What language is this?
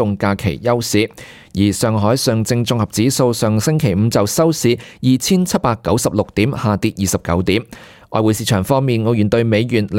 Cantonese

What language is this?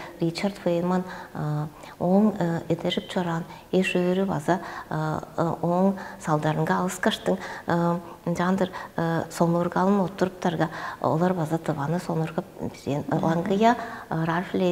Tuvinian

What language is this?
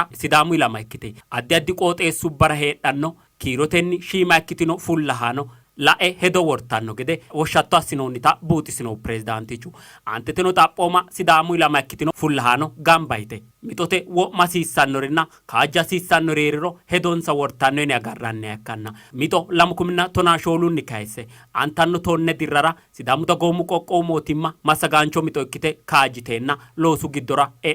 Sidamo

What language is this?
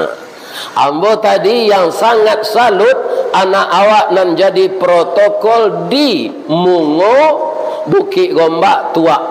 Minangkabau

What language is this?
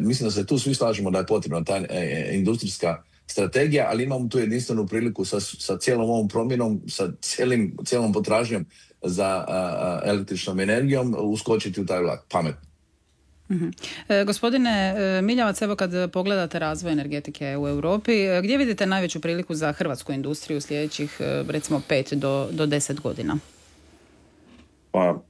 Croatian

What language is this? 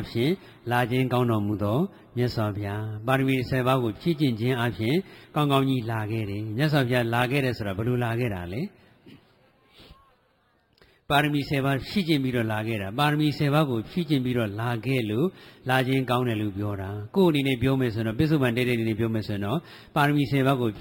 Burmese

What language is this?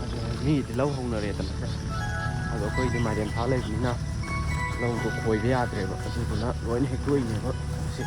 Manipuri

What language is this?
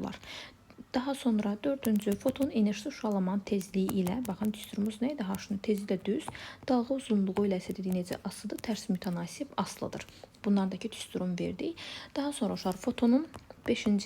Azerbaijani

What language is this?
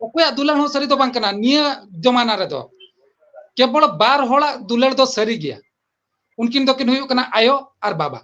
Santali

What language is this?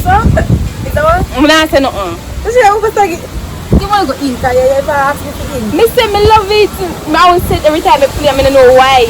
Jamaican Creole English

